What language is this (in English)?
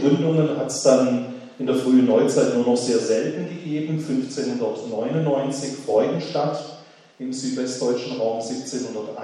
German